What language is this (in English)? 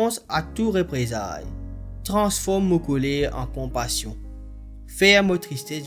Morisyen